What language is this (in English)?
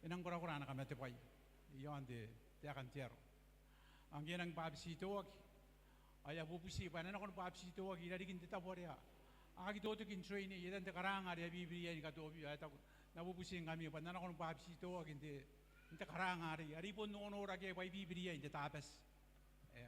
Gilbertese